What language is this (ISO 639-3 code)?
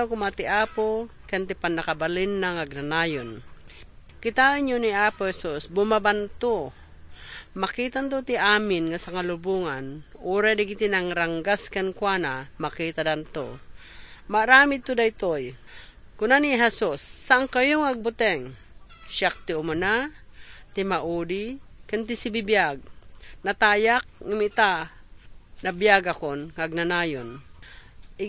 ilo